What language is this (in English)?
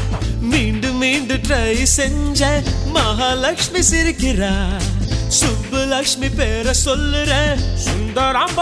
Tamil